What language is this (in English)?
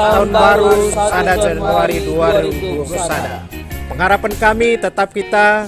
Batak Karo